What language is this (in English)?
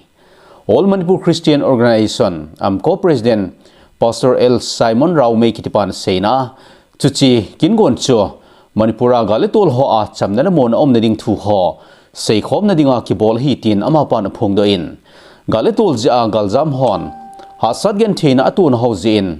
Thado Chin